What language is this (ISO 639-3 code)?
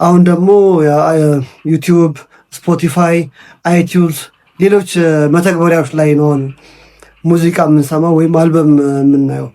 amh